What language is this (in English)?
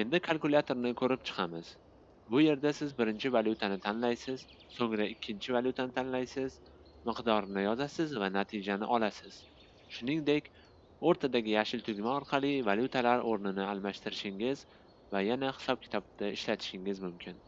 Uzbek